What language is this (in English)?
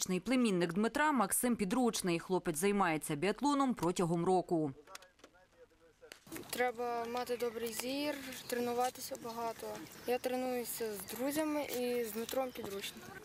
Ukrainian